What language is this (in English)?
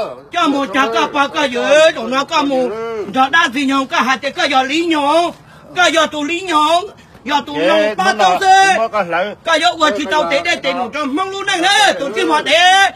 Hmong